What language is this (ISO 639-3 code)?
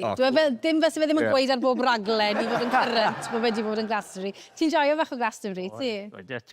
cym